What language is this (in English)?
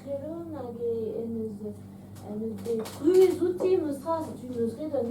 Breton